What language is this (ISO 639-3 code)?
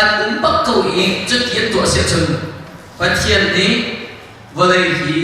cnh